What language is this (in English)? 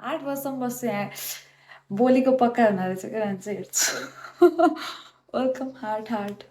Nepali